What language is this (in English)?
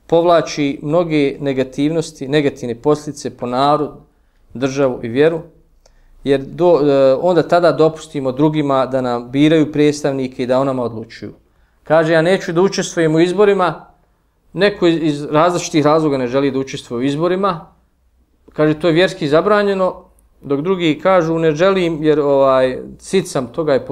Bosnian